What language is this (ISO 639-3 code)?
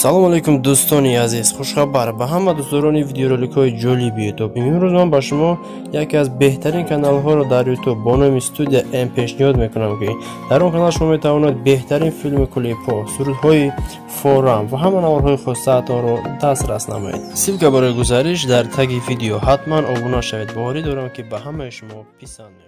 tgk